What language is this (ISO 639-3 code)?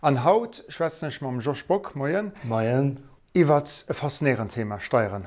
ltz